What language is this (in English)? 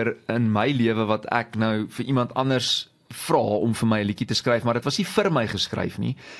Afrikaans